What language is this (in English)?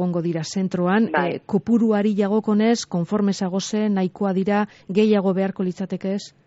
Basque